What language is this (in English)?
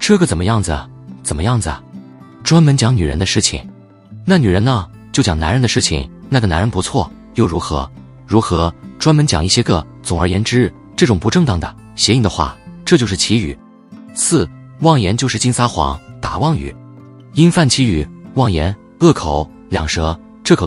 Chinese